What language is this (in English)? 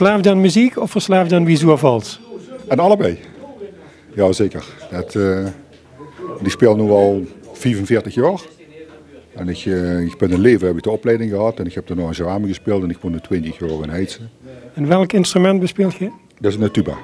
Limburgish